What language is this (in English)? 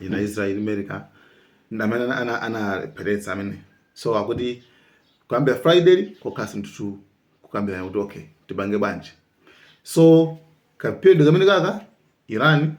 Nyanja